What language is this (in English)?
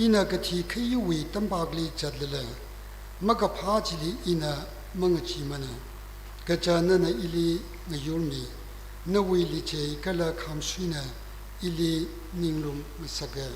Tangkhul Naga (India)